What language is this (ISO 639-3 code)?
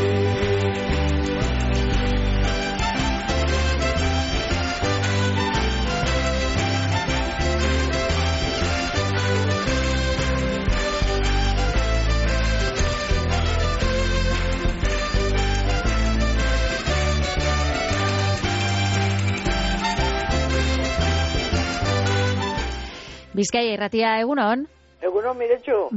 eus